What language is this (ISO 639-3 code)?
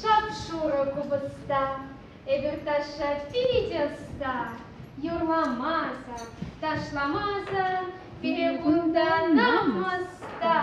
chv